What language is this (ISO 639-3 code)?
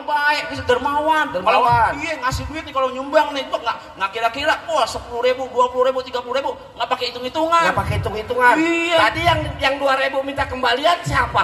bew